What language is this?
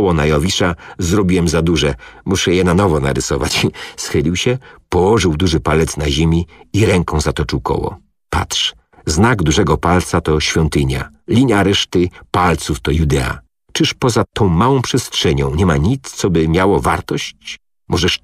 Polish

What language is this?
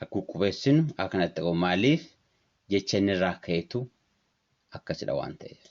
Oromo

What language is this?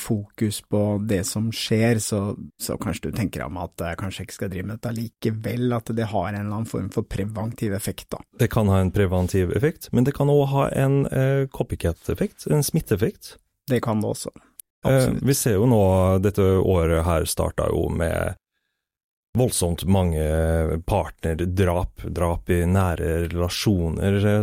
Norwegian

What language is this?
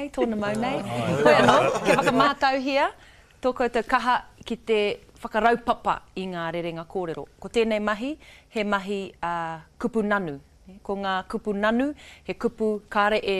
Māori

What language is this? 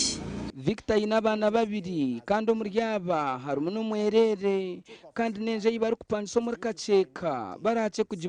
Nyankole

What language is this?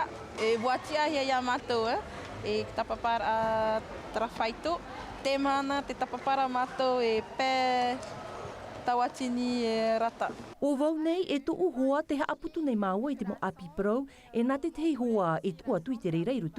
Tahitian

